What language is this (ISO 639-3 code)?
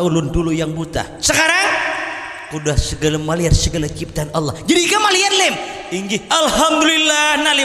bjn